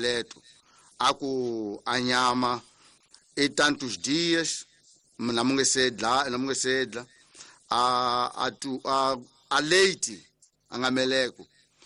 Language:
Tsonga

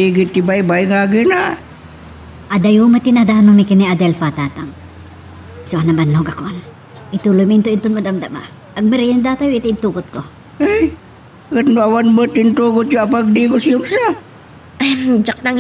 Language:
Iloko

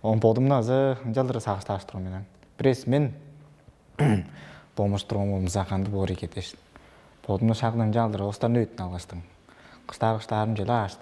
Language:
Tuvinian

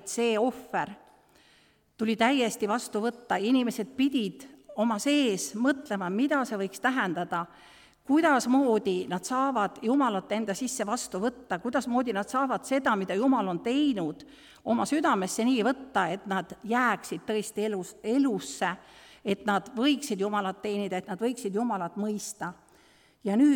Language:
Estonian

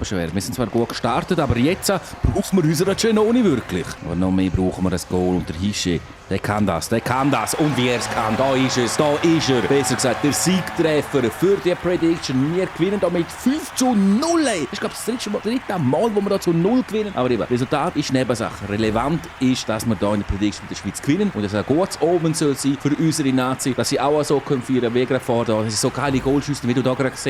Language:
Swiss German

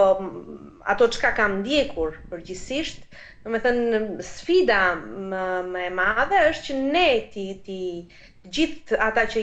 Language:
Albanian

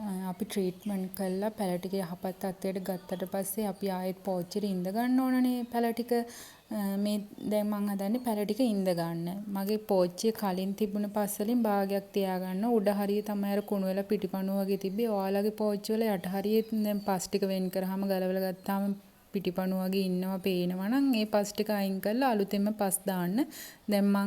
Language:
Sinhala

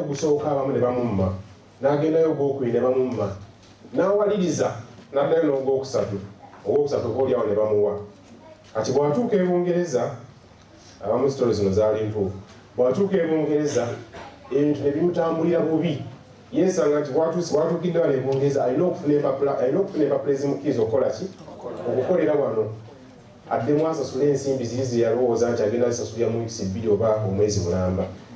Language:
Ganda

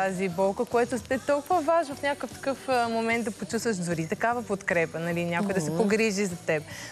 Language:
Bulgarian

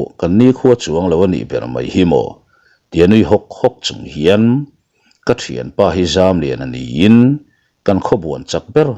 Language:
Mizo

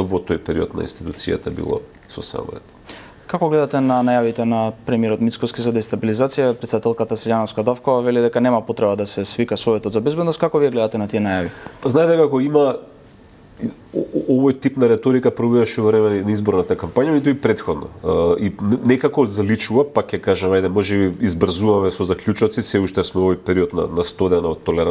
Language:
Macedonian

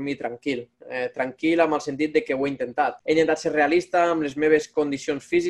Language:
Catalan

